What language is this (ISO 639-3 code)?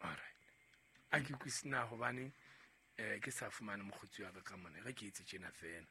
sot